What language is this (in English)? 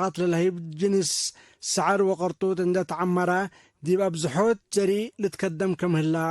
Tigre